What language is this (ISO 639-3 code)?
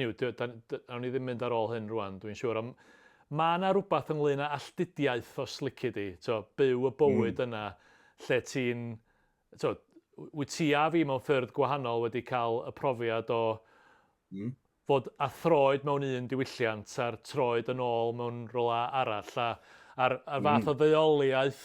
cym